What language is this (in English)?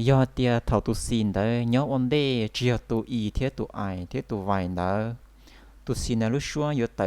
Hmong